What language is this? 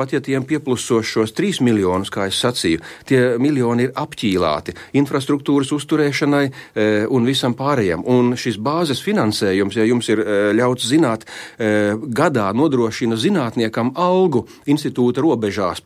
Latvian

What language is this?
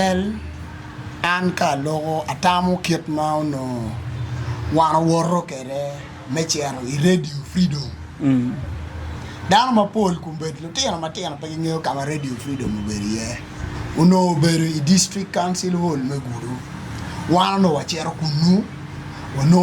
Acoli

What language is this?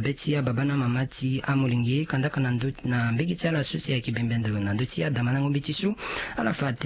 Sango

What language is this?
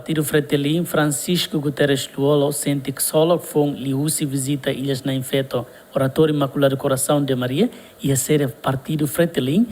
Tetum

